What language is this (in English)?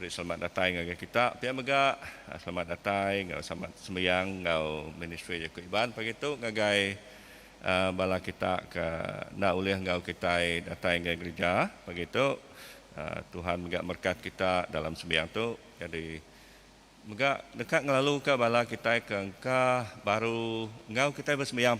Iban